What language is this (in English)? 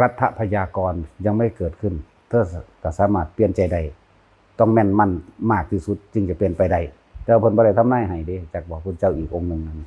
Northeastern Thai